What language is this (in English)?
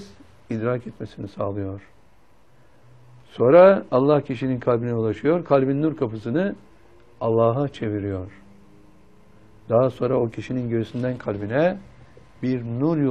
Turkish